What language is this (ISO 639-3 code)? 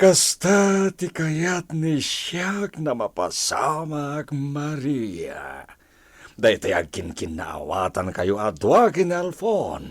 ilo